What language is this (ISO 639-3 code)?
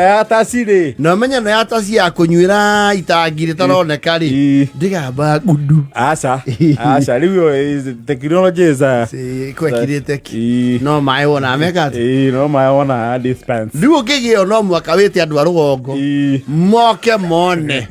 kik